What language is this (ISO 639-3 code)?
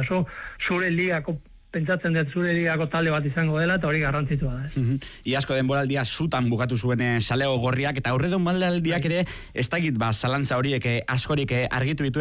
eus